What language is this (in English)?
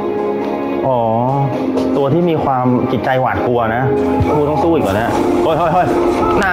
Thai